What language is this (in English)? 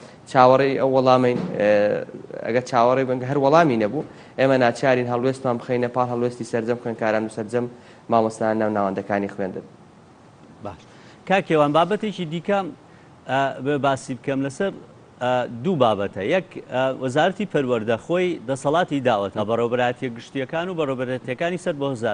Central Kurdish